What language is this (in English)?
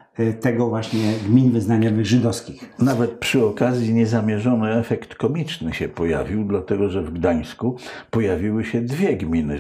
Polish